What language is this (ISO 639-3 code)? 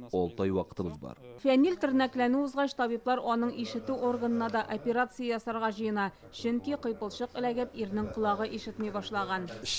tat